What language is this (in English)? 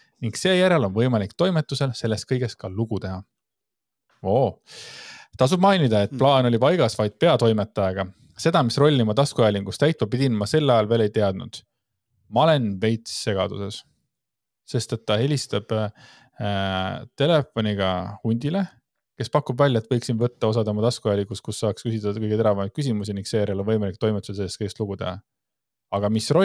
Estonian